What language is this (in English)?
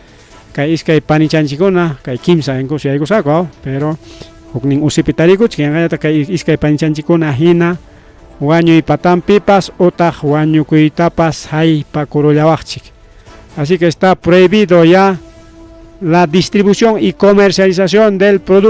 Ayacucho Quechua